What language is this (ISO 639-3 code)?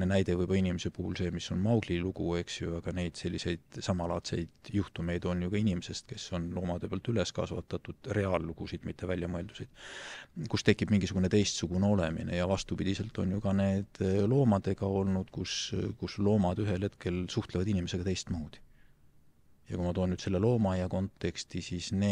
est